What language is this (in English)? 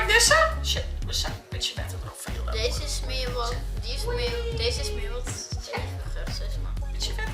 Western Frisian